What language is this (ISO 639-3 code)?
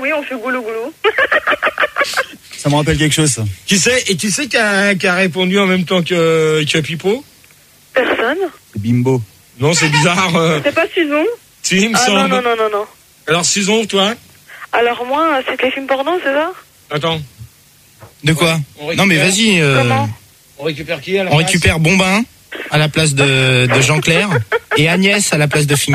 fra